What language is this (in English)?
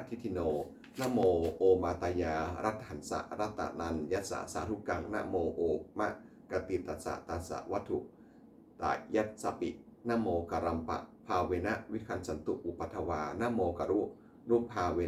Pali